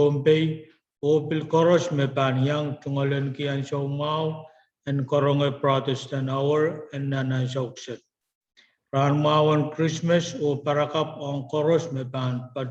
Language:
Pohnpeian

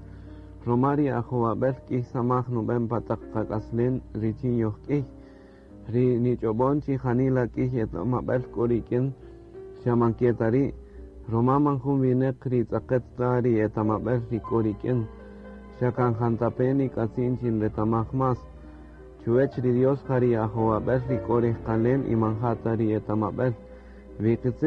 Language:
Kaqchikel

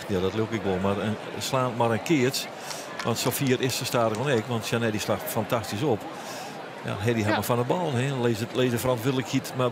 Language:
Western Frisian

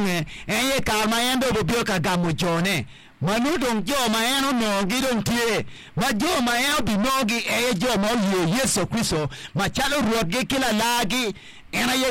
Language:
Acoli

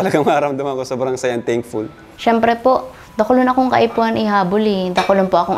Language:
Bikol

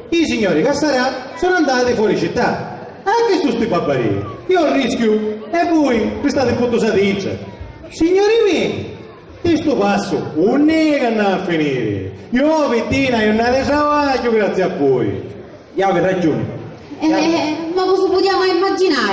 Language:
Sicilian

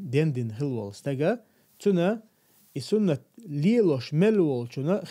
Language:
Chechen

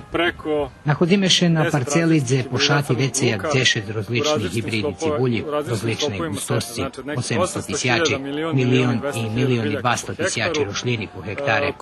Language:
Rusyn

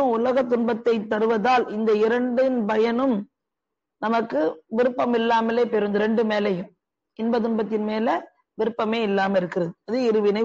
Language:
Tamil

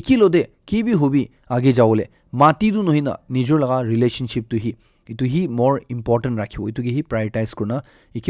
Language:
Naga Pidgin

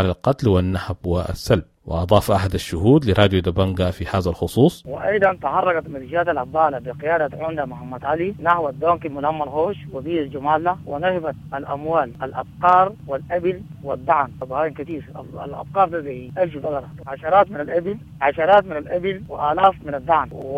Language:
Sudanese Arabic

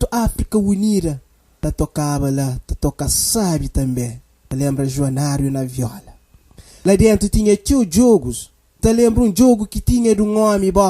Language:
Kabuverdianu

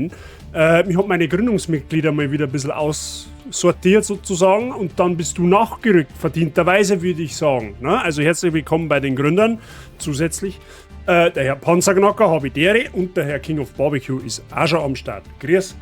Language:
Bavarian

